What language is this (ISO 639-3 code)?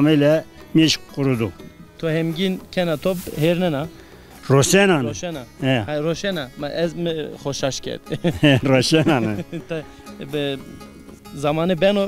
zza